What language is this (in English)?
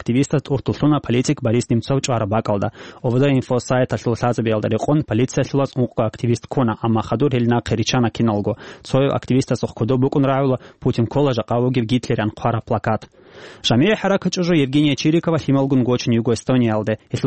Avaric